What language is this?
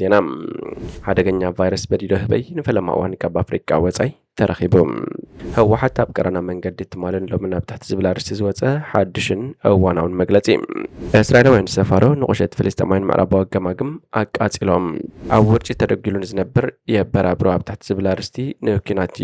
Tigrinya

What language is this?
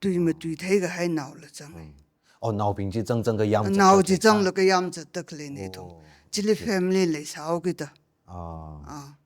Tangkhul Naga (India)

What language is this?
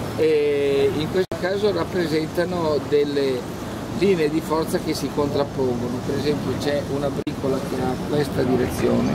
Italian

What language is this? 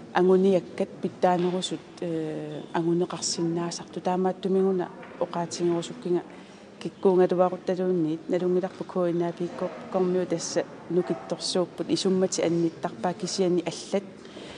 Kalaallisut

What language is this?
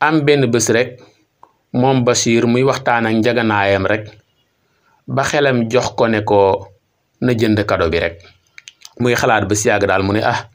Wolof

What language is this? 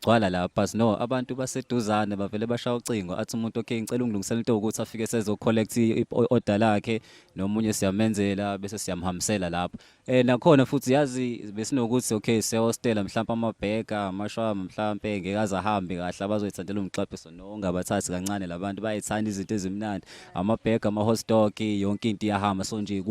Zulu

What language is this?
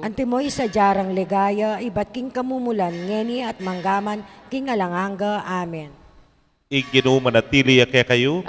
Pampanga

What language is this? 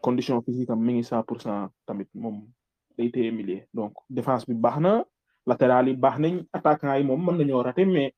Wolof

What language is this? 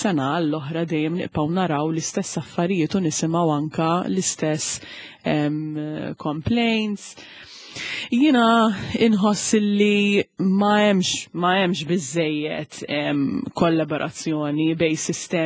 Maltese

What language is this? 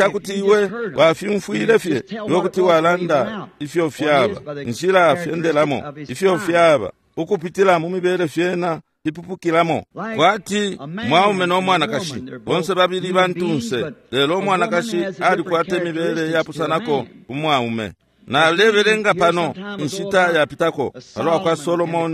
Bemba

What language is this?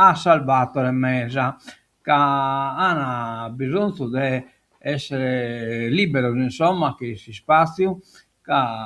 Sardinian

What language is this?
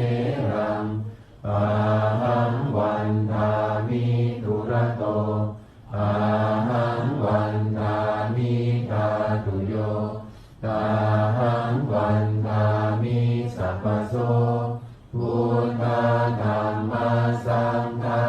Pali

